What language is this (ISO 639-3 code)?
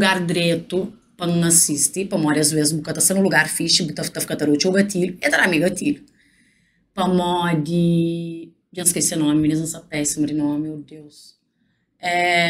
kea